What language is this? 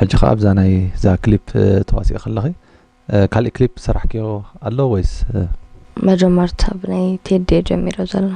Tigrinya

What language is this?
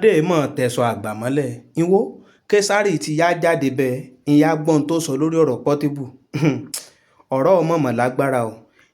Yoruba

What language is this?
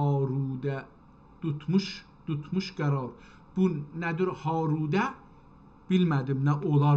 South Azerbaijani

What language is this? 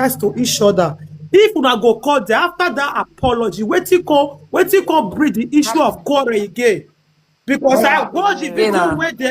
Nigerian Pidgin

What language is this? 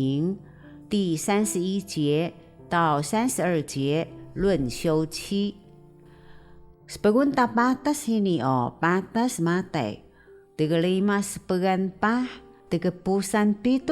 Taroko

